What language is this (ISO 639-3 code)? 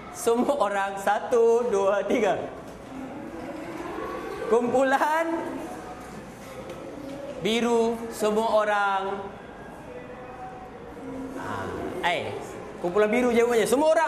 msa